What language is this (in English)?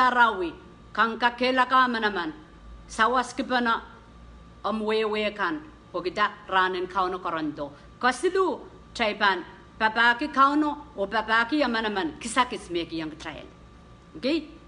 Pohnpeian